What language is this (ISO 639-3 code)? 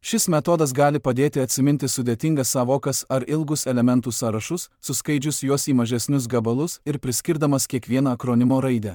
lit